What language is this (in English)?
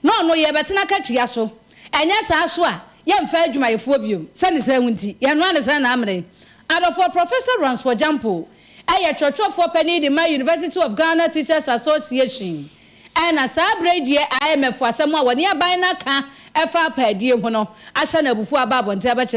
Akan